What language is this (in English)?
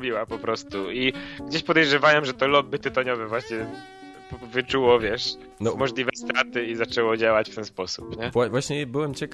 Polish